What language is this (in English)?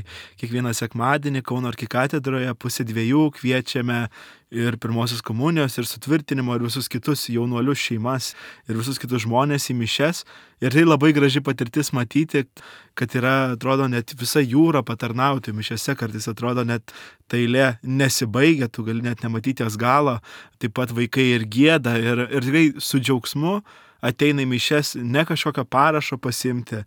Lithuanian